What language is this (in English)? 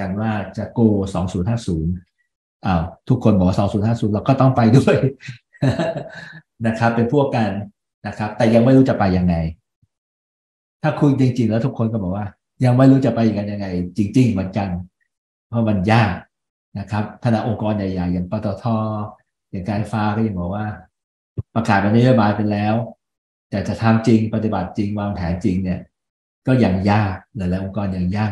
Thai